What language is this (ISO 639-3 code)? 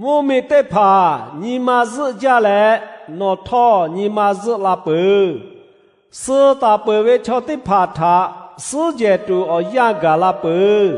lhu